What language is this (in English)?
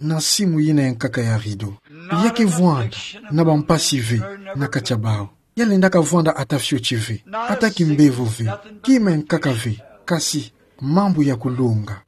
Kituba (Democratic Republic of Congo)